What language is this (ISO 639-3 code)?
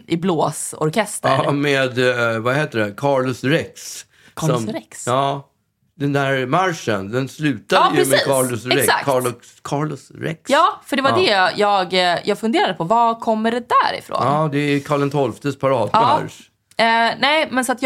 swe